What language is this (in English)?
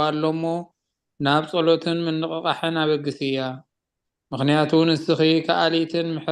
Tigrinya